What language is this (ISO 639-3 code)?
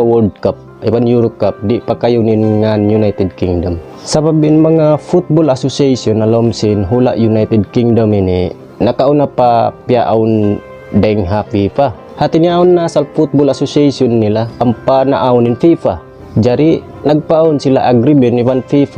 tsg